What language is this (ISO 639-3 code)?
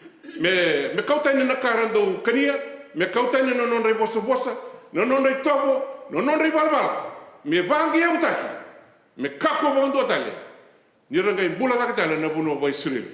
fij